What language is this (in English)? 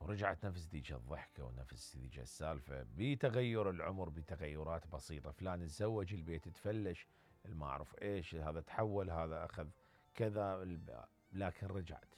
Mesopotamian Arabic